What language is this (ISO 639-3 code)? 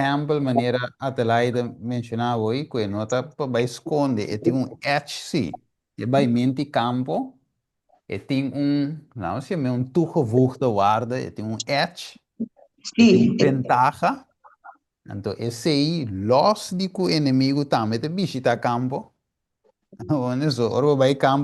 pap